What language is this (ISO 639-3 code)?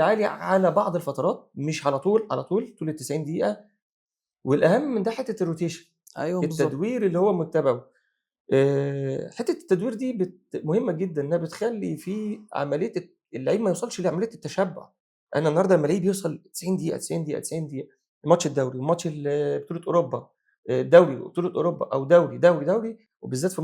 arz